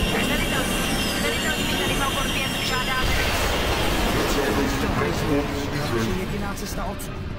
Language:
Czech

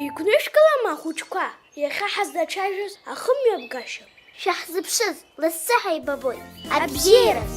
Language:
Abkhazian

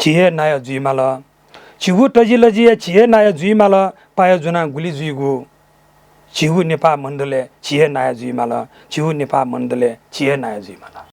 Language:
Newari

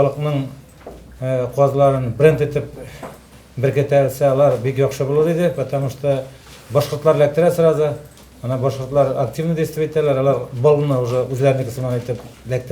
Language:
Tatar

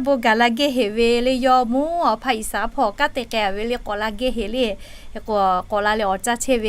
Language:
Lahu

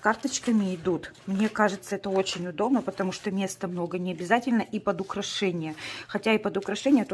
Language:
Russian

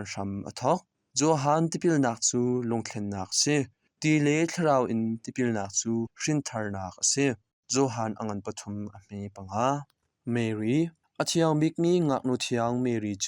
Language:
Hakha Chin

